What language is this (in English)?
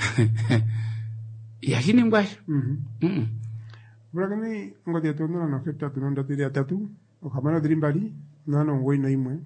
Kuanyama